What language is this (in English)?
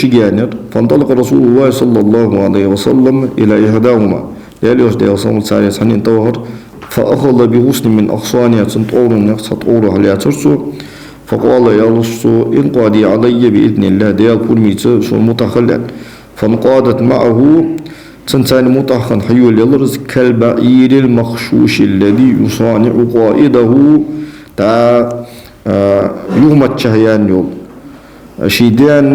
Ingush